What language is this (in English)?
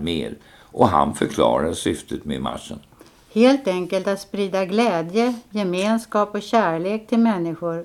Swedish